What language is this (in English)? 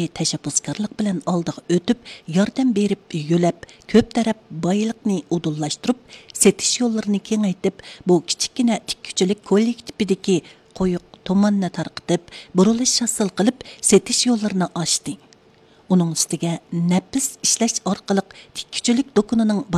Uyghur